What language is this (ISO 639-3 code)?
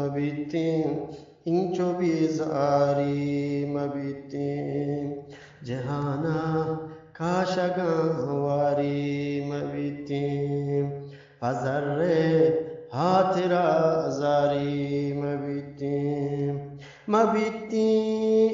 bgp